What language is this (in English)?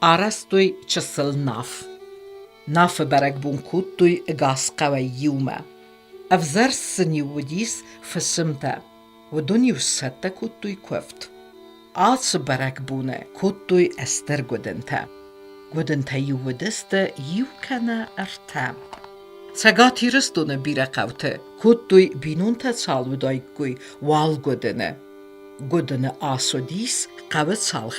Ossetic